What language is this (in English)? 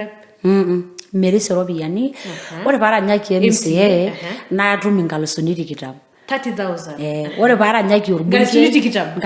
Masai